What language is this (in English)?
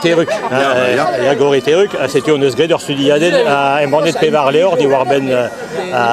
Breton